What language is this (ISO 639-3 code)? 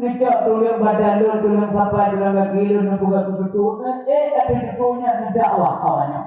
ace